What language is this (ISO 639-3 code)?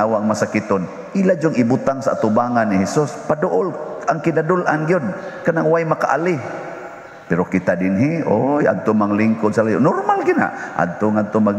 ceb